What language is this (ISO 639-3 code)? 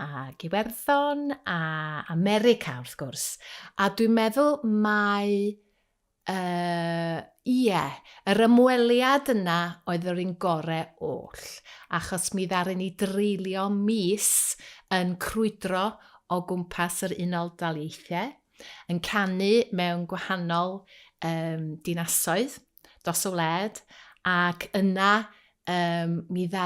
cym